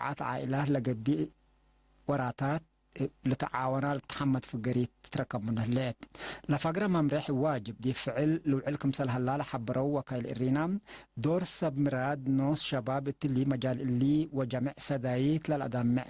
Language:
Tigre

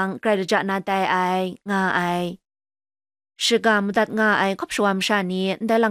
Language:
Kachin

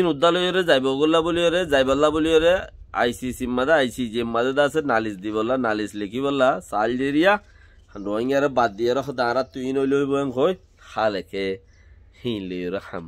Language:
Rohingya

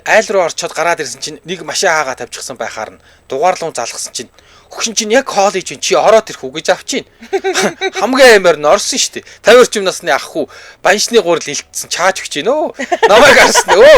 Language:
Mongolian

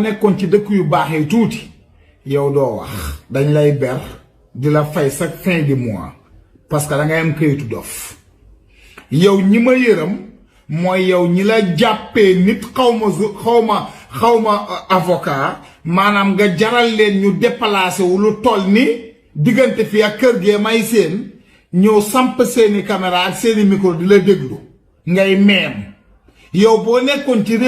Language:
Wolof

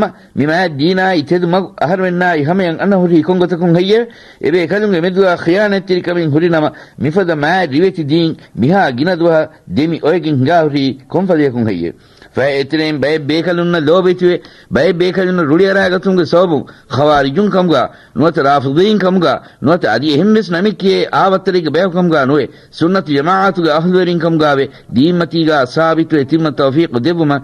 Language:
Divehi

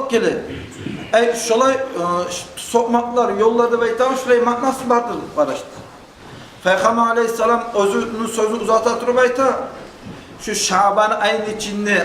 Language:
Kumyk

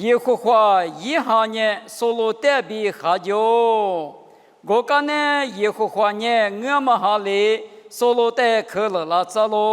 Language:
Lisu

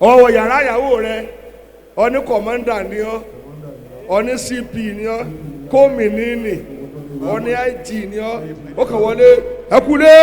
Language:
Yoruba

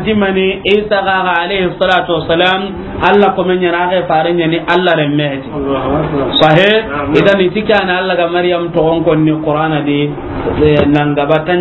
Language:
Soninke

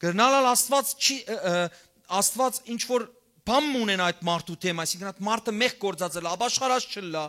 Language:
Western Armenian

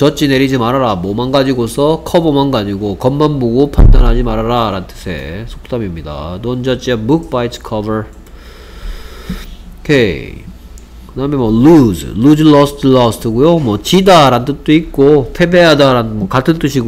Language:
Korean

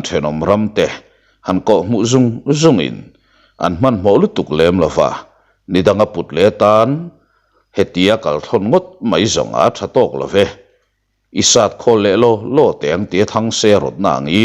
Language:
Mizo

